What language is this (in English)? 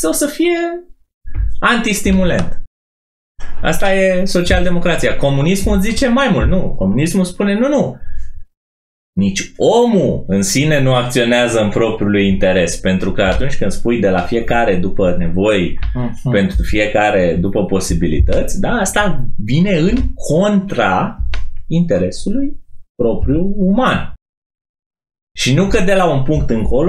Romanian